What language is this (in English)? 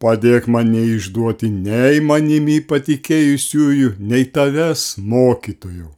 Lithuanian